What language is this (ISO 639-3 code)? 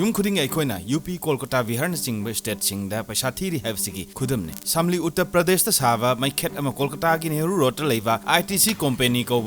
mni